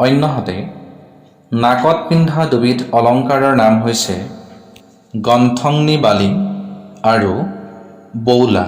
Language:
Assamese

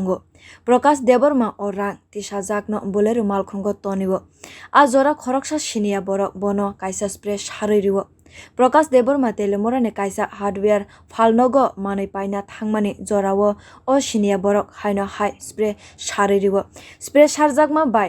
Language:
Kok Borok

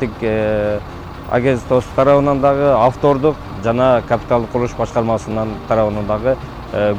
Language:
Kyrgyz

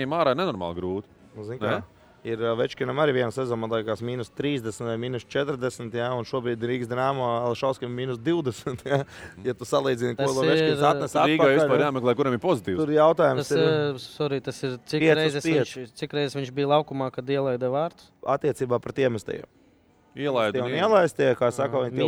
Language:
Latvian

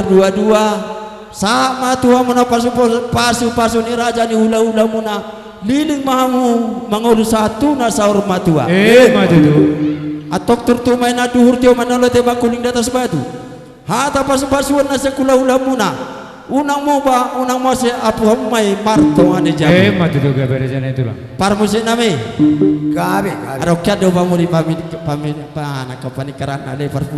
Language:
Batak Toba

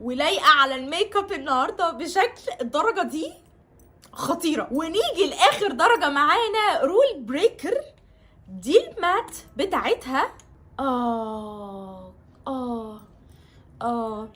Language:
Egyptian Arabic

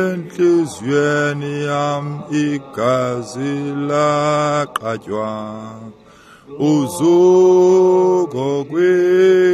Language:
Xhosa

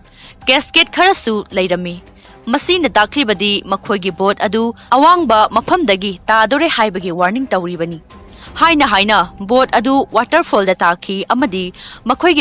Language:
Manipuri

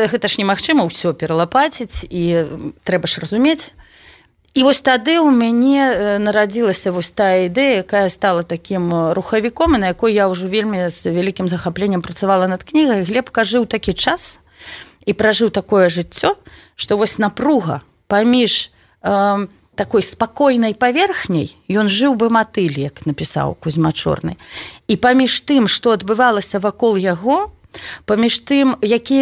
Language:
Belarusian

